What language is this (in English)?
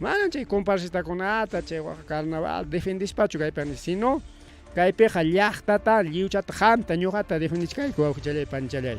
Ayacucho Quechua